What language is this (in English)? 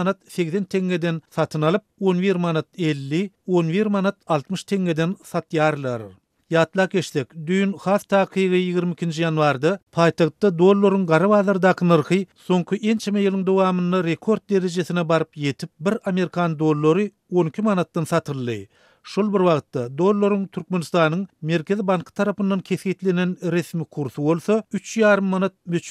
Turkmen